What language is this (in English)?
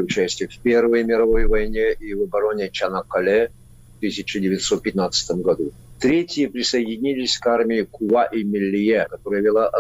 Russian